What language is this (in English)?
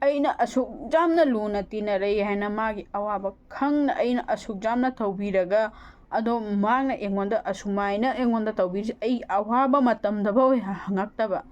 Manipuri